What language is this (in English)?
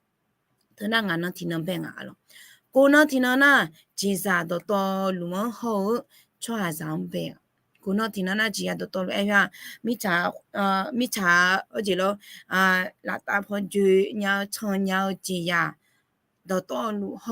Akha